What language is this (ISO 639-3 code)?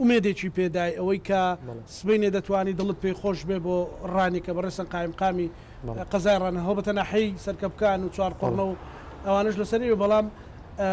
ckb